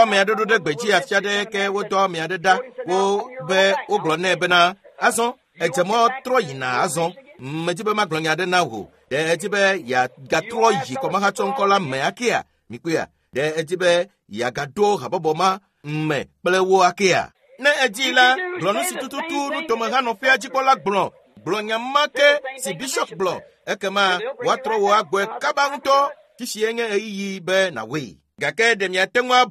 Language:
Ewe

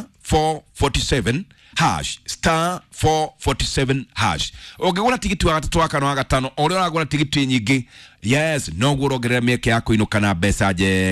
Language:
Kikuyu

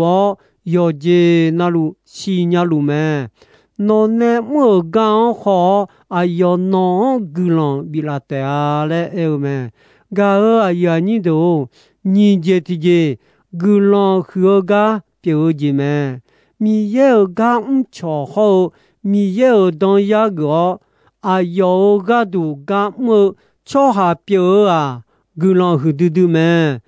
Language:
Akha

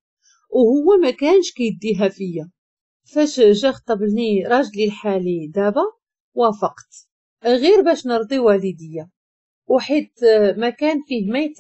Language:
Moroccan Arabic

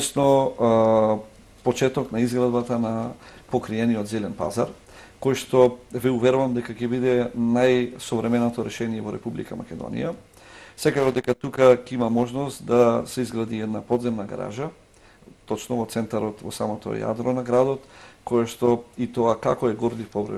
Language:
Macedonian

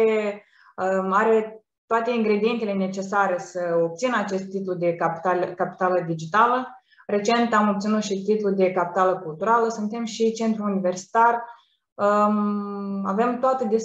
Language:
Romanian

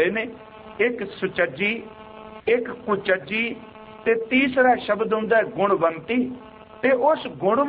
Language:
Punjabi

